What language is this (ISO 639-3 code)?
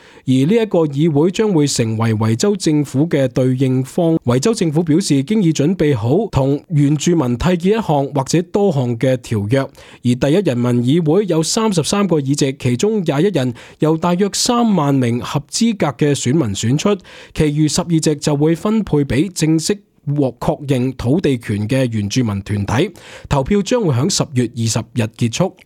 yue